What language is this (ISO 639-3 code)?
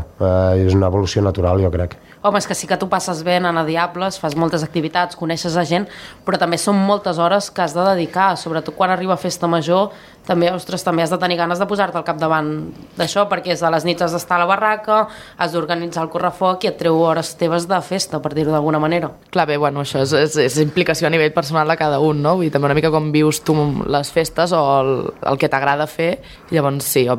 cat